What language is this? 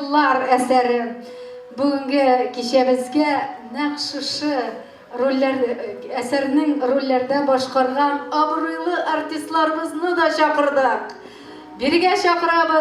Tatar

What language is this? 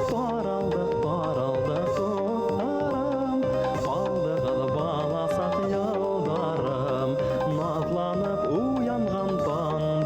Bashkir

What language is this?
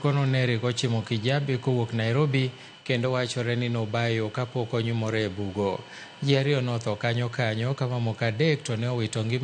Luo (Kenya and Tanzania)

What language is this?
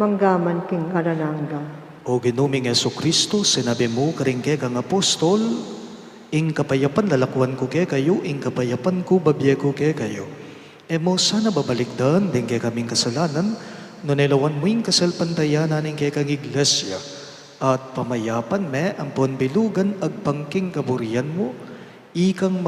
Pampanga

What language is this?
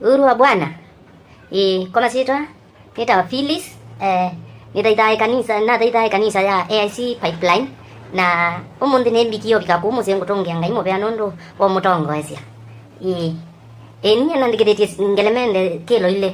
Kamba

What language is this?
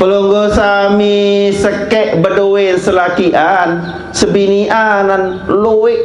Sasak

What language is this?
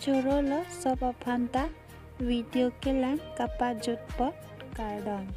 Karbi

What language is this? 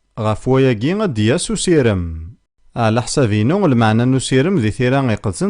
Kabyle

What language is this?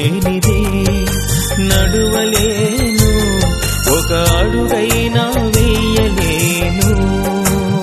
Telugu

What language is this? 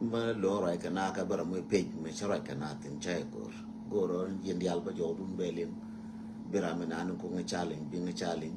Nuer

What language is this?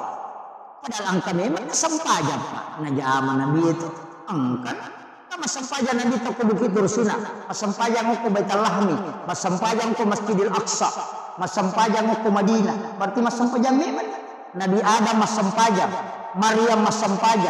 Buginese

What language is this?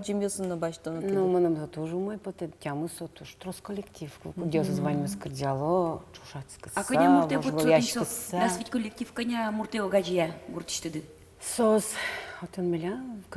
Udmurt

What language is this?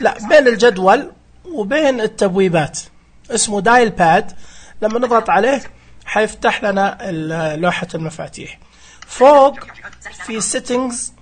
Najdi Arabic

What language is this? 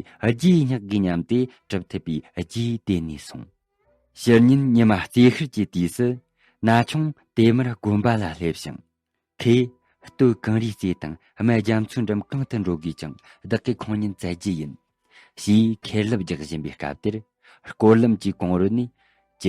Tibetan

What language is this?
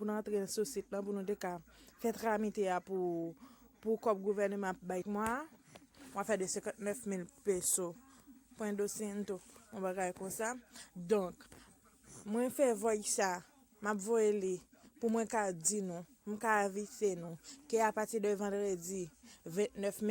Haitian Creole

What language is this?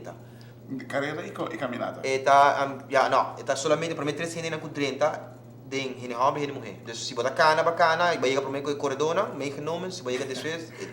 Papiamento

